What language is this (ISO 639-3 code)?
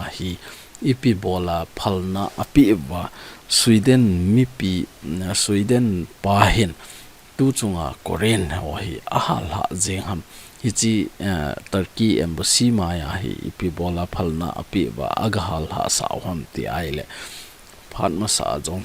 tcz